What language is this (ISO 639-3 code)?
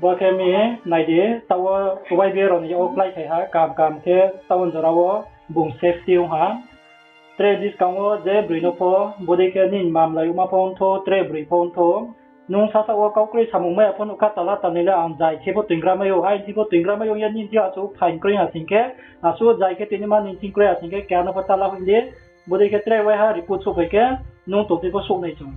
ria